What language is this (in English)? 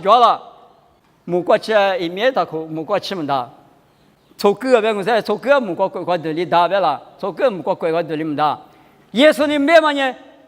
Lisu